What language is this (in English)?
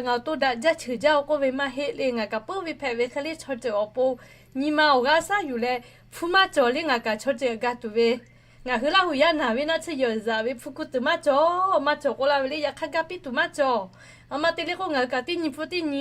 Lahu